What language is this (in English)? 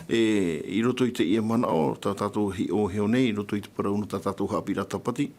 Tahitian